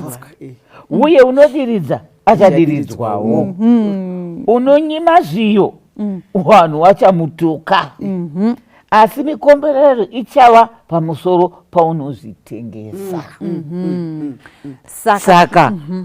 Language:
Shona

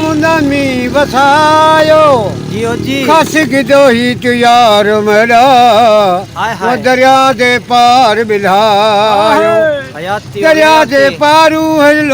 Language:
Saraiki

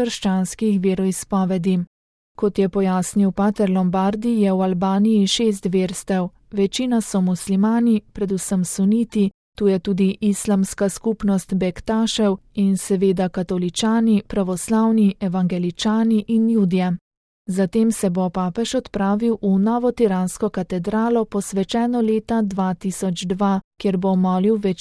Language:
Slovenian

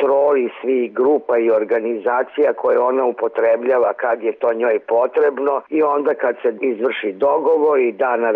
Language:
Serbian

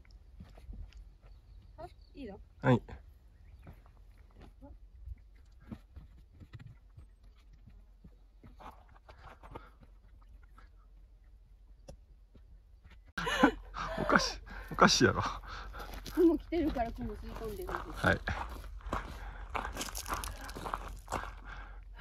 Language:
Japanese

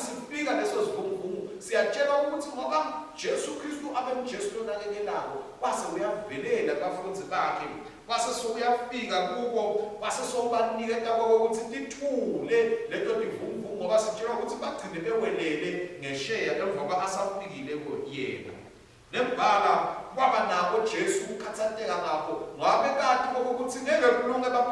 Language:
Swati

